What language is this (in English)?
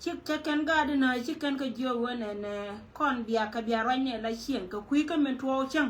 Nuer